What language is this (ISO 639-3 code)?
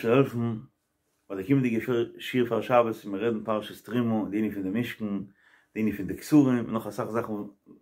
yid